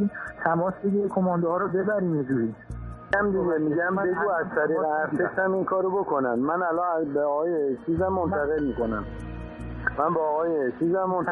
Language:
Persian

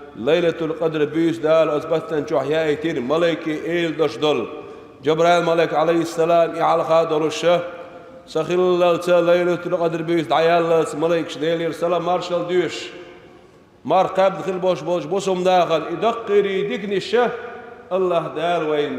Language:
Chechen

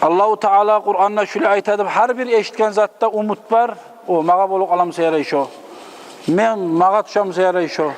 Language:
Kumyk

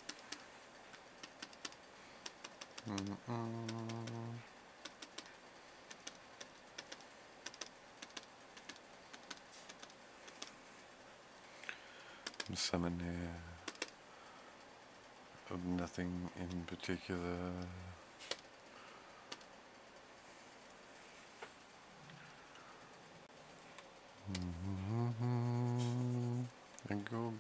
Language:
English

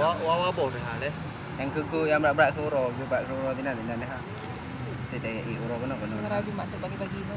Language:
Achinese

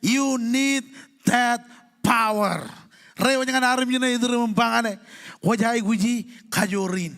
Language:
Marshallese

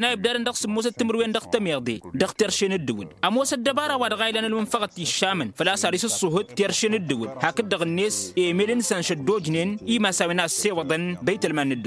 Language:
Tamasheq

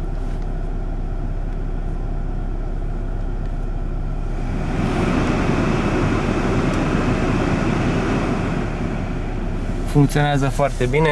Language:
Romanian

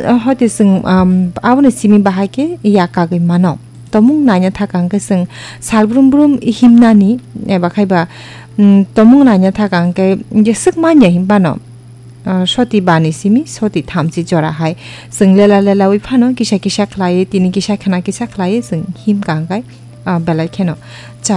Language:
Kok Borok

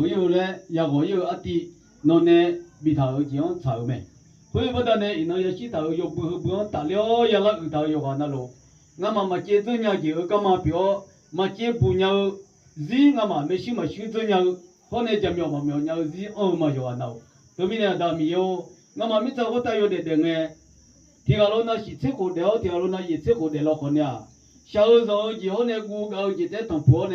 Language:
Akha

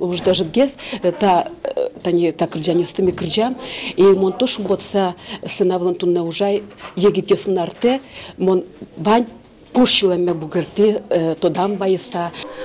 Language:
Udmurt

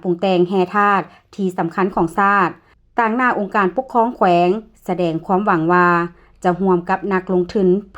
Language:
Lao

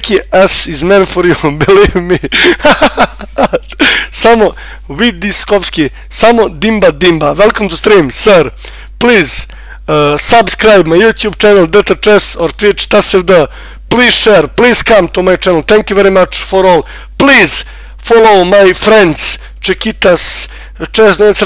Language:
Serbian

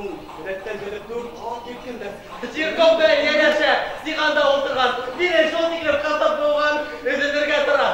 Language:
Bashkir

